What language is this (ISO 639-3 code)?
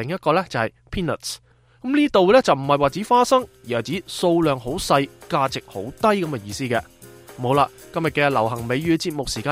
yue